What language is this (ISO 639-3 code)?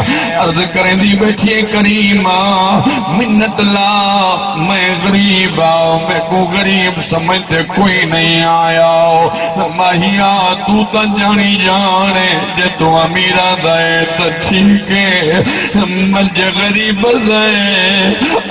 skr